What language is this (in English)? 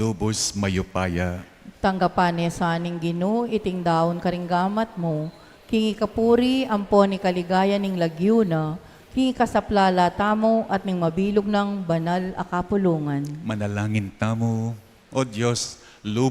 Pampanga